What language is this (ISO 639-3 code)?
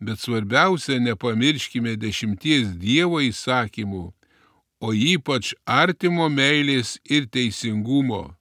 lit